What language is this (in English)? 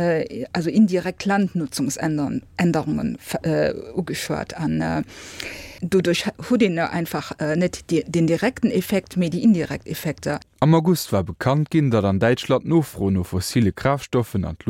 Luxembourgish